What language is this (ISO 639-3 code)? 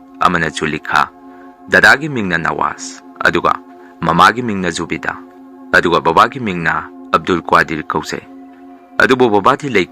mni